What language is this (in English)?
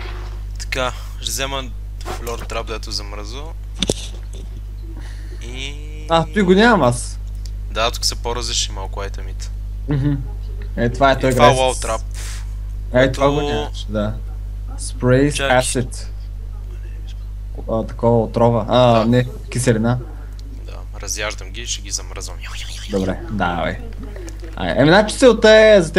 Bulgarian